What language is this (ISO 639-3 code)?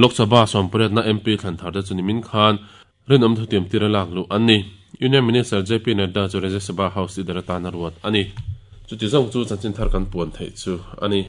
lus